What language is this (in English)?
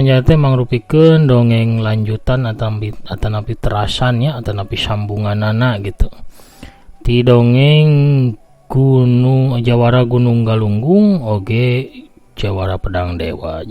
Sundanese